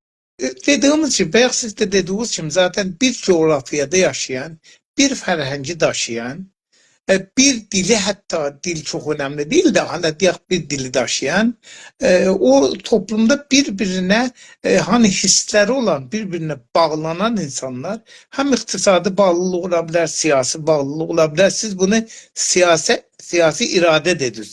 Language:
South Azerbaijani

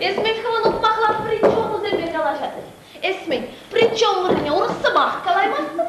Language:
Chuvash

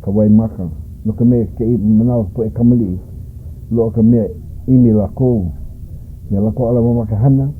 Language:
Hawaiian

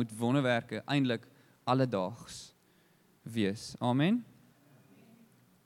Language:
Afrikaans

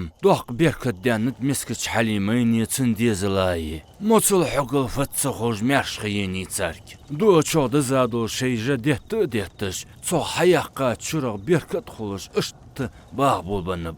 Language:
Ingush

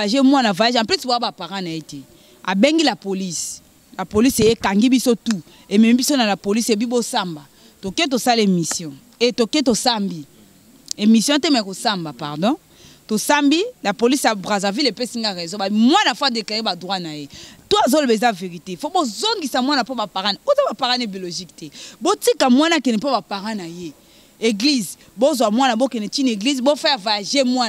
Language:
Lingala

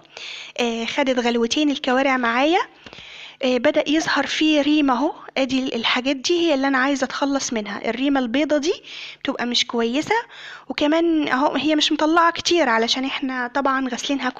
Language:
Egyptian Arabic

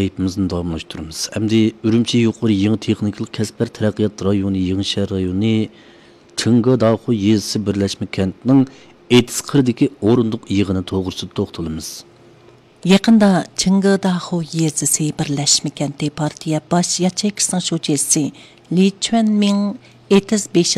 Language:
Uyghur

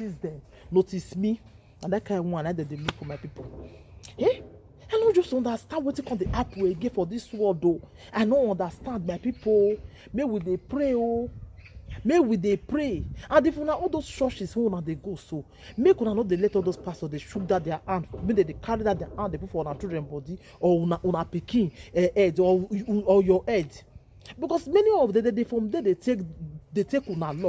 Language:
Nigerian Pidgin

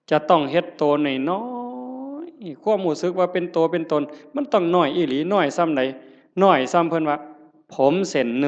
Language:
Northeastern Thai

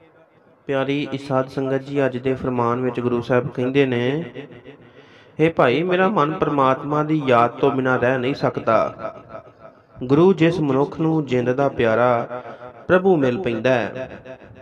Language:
Punjabi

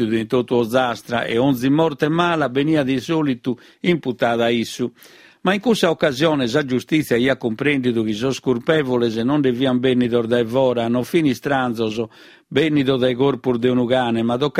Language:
Sardinian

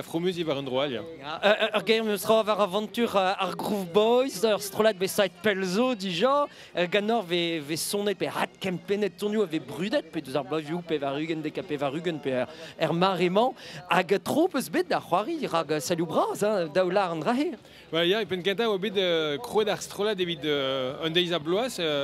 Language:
Breton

